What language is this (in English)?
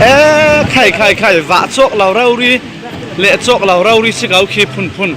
Falam Chin